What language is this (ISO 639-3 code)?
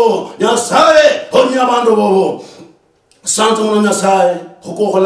luy